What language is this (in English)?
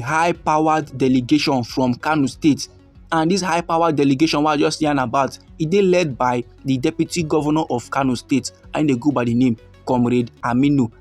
Nigerian Pidgin